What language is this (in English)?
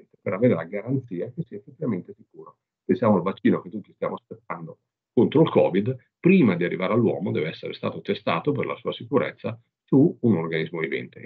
Italian